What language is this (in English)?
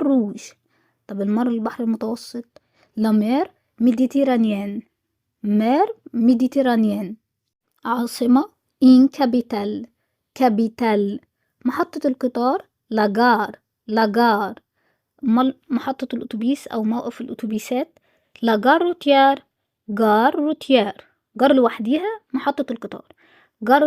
Egyptian Arabic